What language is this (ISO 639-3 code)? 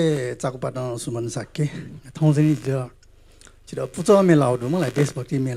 new